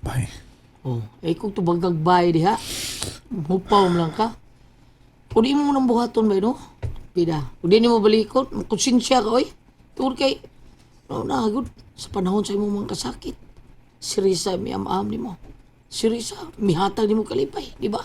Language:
Cebuano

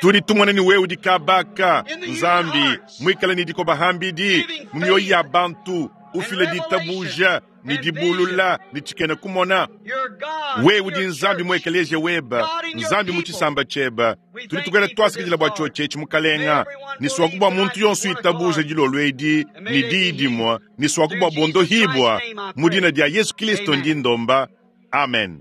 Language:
Luba-Lulua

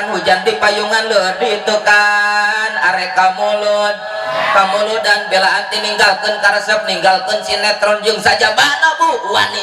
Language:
Sundanese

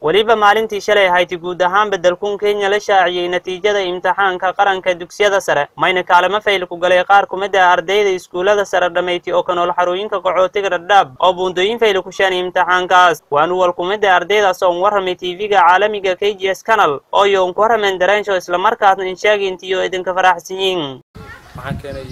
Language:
Somali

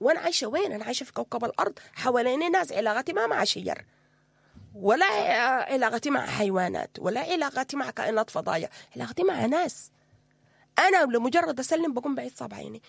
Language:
Sudanese Arabic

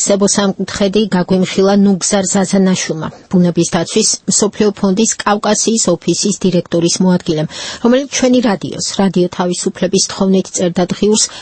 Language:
Georgian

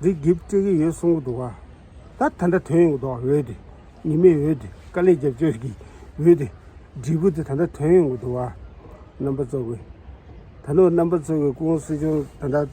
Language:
Tibetan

